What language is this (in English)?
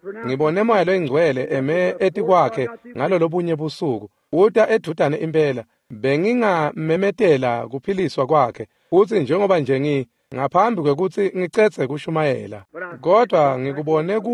Swati